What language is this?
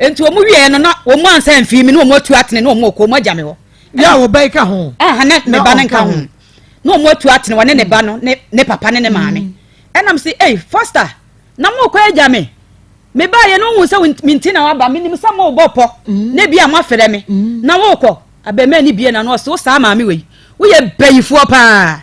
Akan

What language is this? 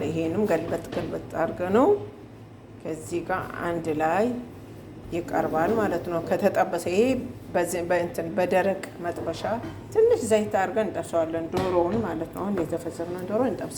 Amharic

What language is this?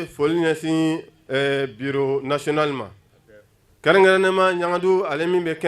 Bambara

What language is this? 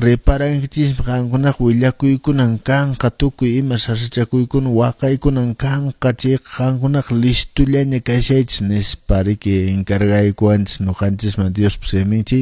Quechua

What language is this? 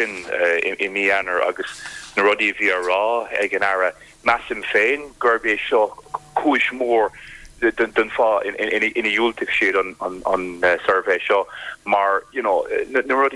Irish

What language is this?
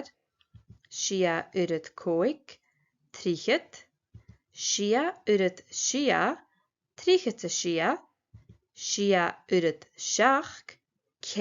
Scottish Gaelic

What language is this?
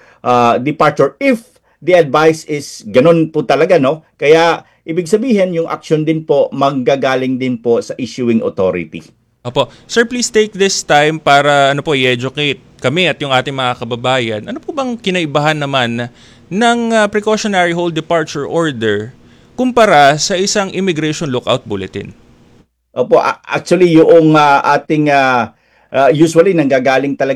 Filipino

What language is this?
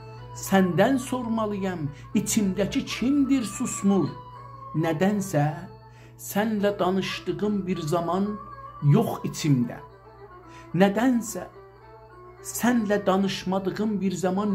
South Azerbaijani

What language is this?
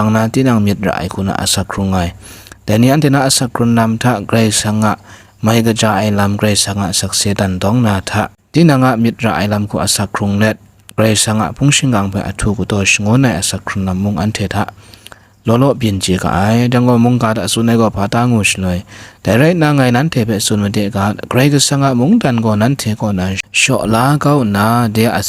Kachin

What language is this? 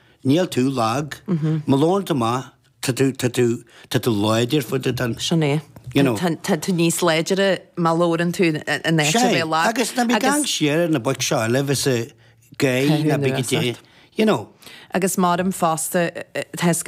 Irish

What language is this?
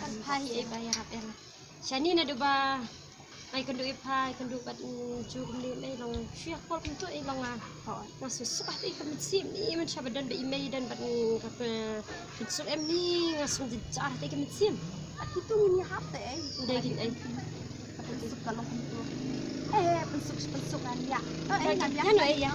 Khasi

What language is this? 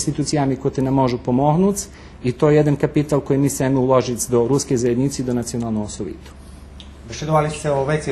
Rusyn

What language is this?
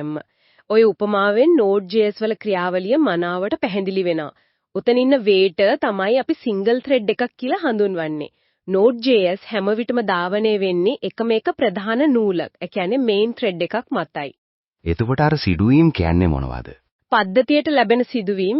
Sinhala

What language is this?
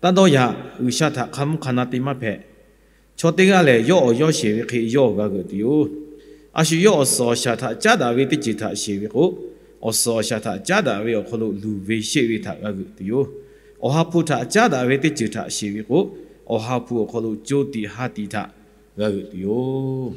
Lahu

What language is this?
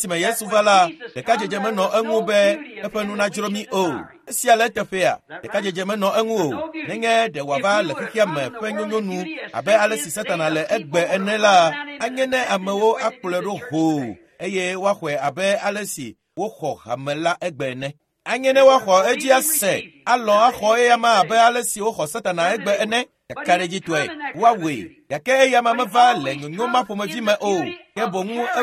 Ewe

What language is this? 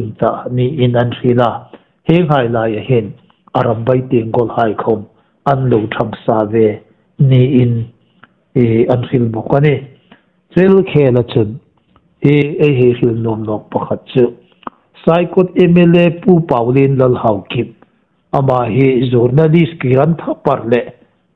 Hmar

